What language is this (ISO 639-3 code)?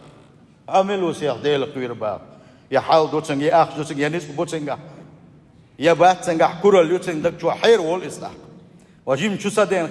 che